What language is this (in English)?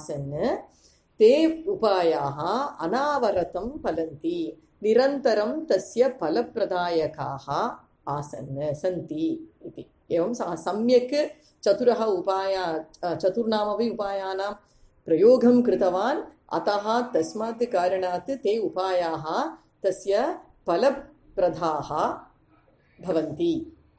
Sanskrit